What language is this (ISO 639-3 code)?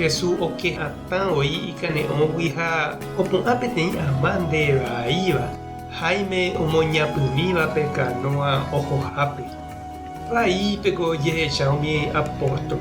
grn